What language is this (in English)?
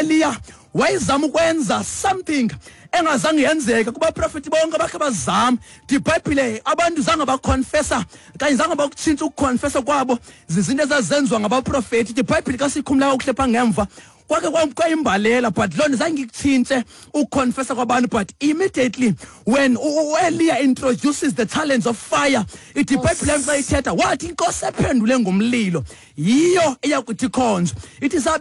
Xhosa